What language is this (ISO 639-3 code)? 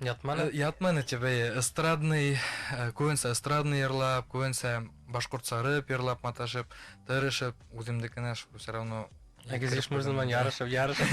bak